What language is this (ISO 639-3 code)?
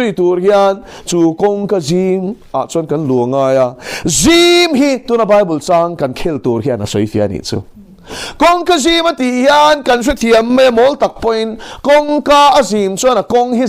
lus